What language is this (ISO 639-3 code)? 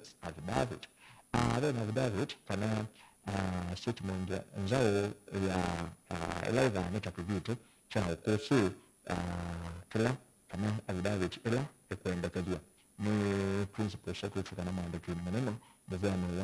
kam